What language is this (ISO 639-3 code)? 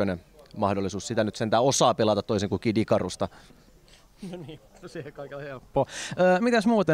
fin